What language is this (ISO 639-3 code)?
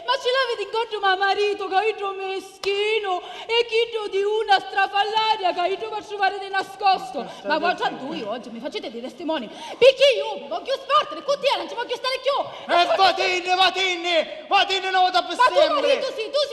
scn